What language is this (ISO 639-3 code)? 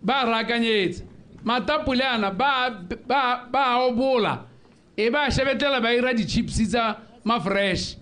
tsn